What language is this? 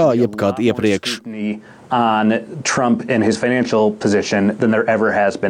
Latvian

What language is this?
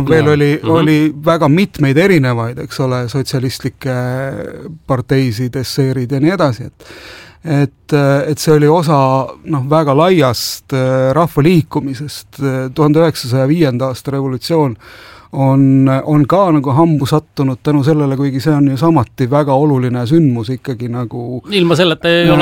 Estonian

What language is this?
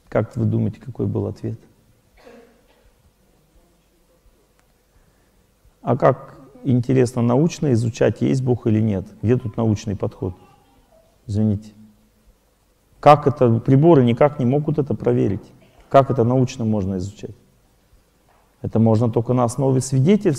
Russian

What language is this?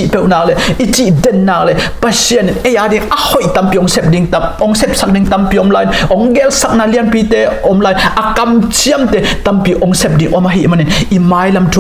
Tedim Chin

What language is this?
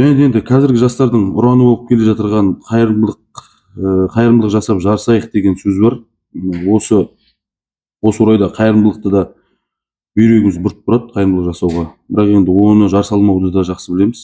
Kazakh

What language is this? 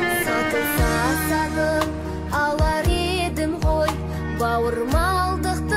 Kazakh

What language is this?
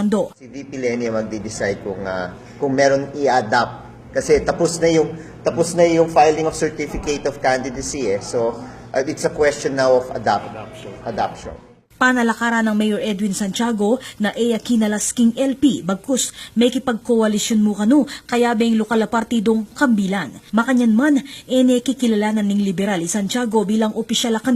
Pampanga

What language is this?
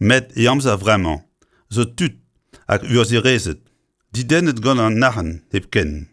Breton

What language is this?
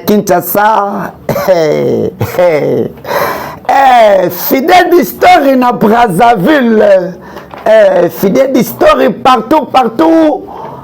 Lingala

